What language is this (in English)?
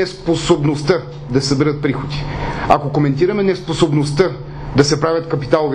Bulgarian